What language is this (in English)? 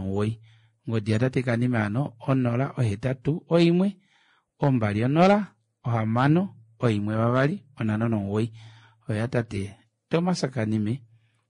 Kuanyama